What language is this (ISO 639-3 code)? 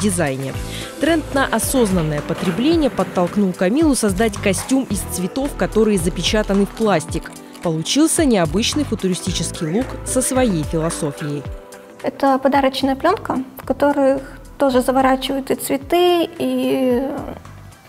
rus